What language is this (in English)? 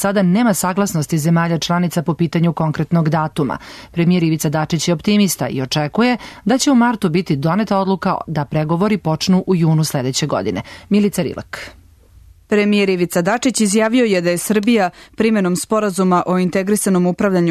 Serbian